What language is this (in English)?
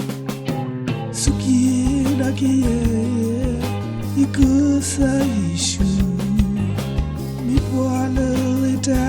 S'gaw Karen